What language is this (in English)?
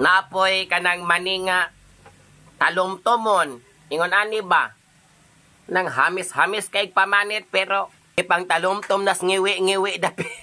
Cebuano